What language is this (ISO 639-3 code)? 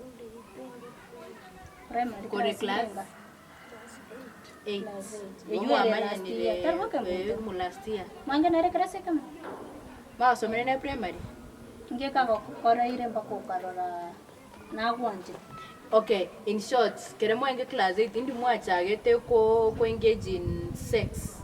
guz